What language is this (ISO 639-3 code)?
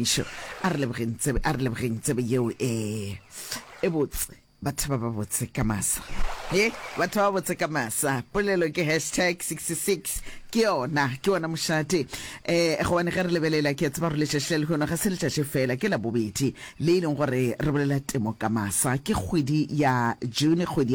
nso